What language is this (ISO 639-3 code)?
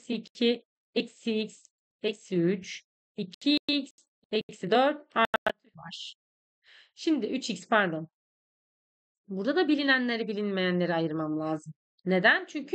tur